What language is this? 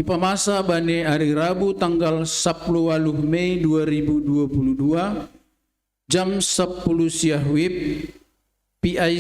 Batak Simalungun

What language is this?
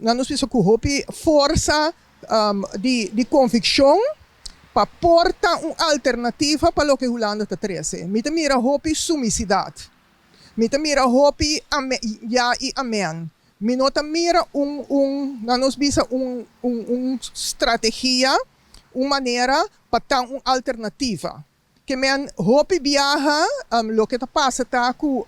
Papiamento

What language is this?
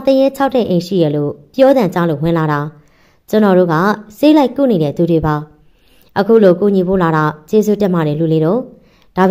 Burmese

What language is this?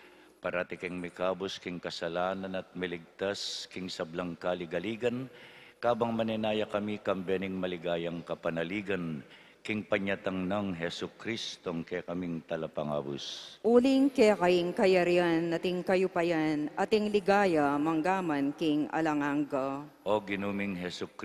Pampanga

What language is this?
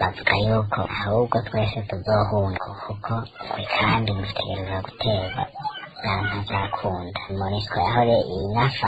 Rundi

